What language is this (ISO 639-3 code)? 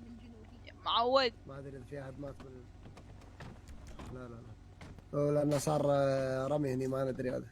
acm